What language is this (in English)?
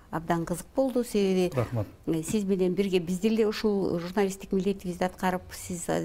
Kyrgyz